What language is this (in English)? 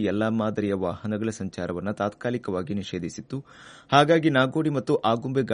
Kannada